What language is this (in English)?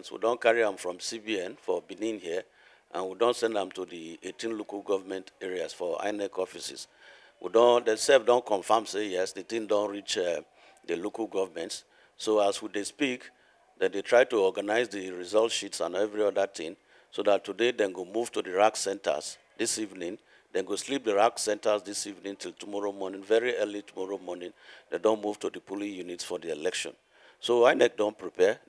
Nigerian Pidgin